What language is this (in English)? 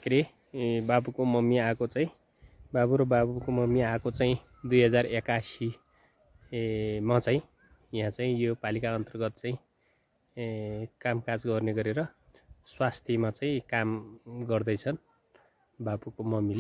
Nepali